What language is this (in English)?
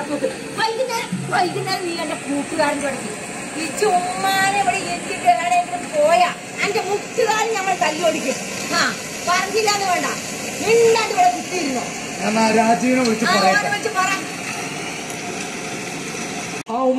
Malayalam